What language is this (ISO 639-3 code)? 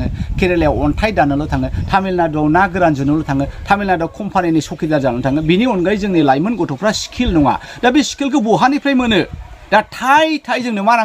brx